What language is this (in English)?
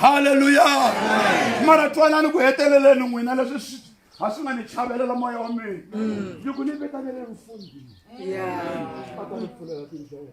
Tsonga